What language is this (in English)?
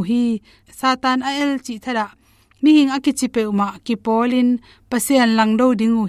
Tedim Chin